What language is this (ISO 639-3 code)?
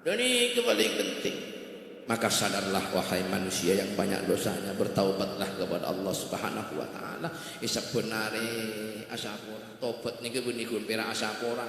mad